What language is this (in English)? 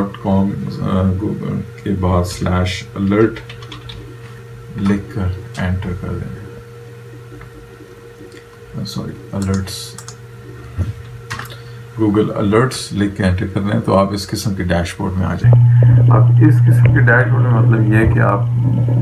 Urdu